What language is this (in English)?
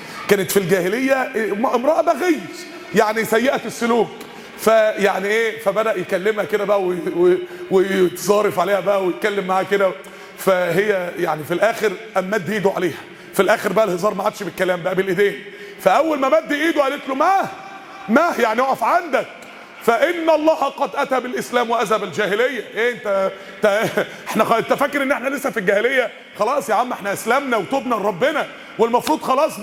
Egyptian Arabic